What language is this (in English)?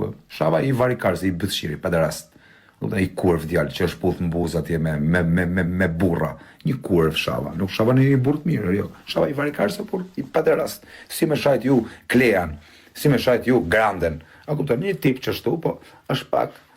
Albanian